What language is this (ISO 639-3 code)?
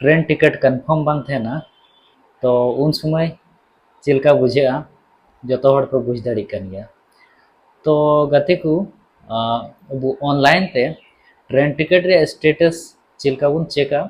sat